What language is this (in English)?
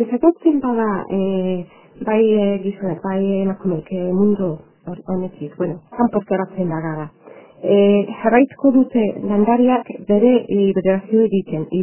Basque